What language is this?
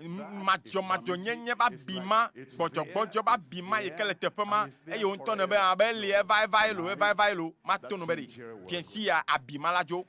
Ewe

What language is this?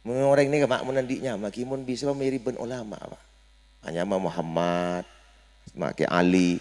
Madurese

